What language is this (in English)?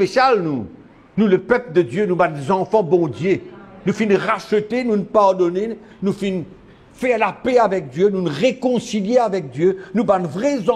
Morisyen